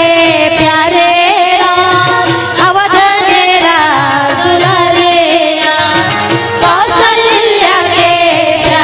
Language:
Chhattisgarhi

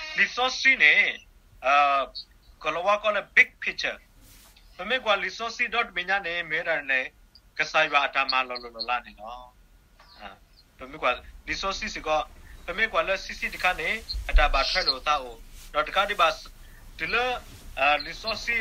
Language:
S'gaw Karen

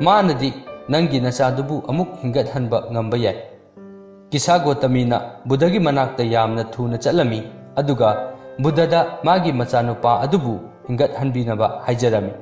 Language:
Manipuri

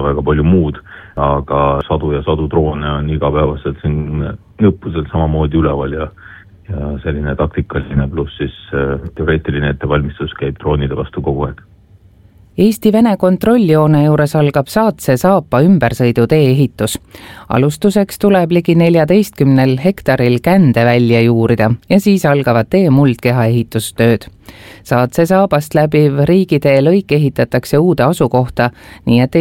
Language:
Estonian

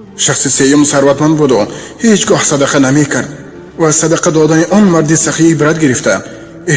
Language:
Tajik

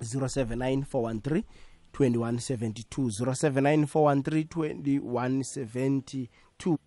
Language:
South Ndebele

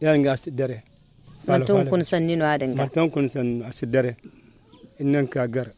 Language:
Zarma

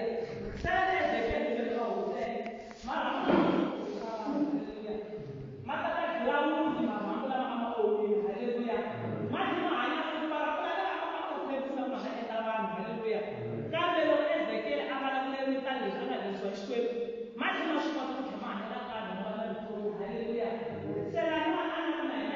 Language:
Tsonga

